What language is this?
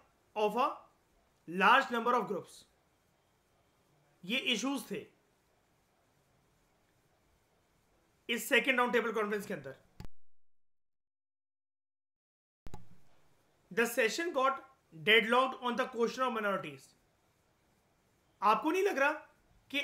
Hindi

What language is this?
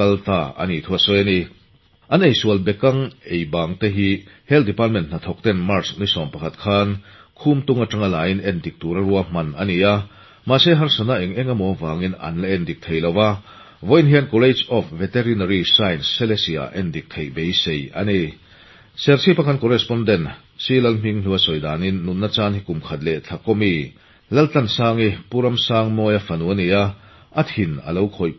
Mizo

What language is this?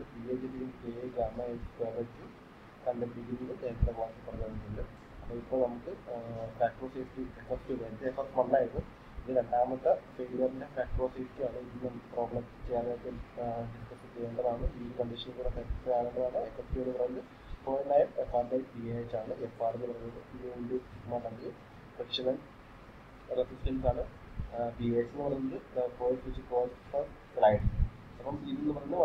Malayalam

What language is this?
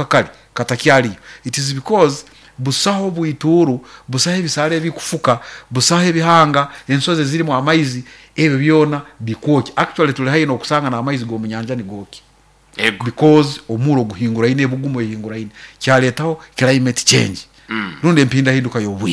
Nyoro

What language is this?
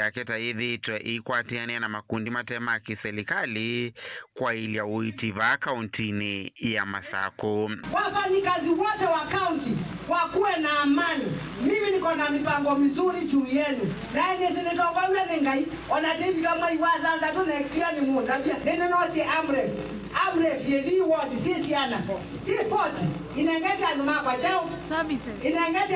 Kamba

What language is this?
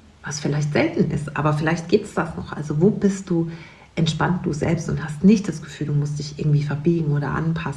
German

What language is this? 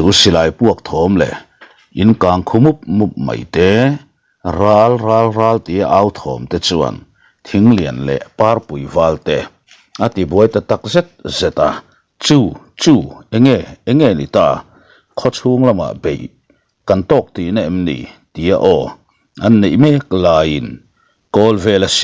Mizo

